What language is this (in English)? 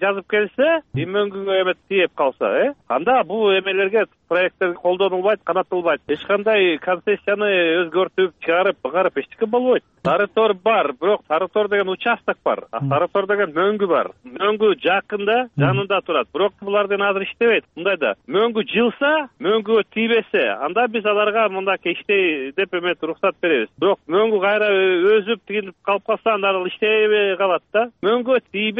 Kyrgyz